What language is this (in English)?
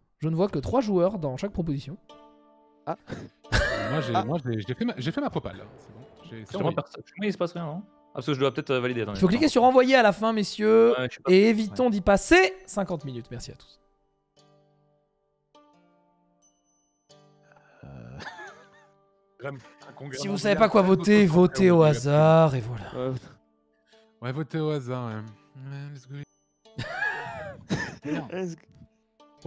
French